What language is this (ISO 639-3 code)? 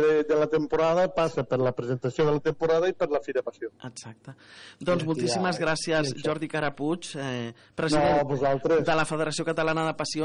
cat